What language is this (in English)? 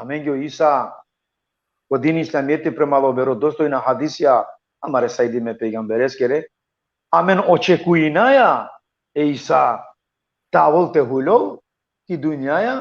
Balkan Romani